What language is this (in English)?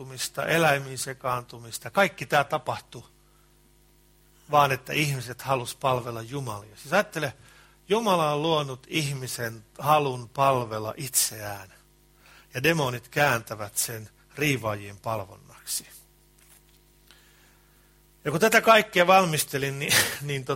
Finnish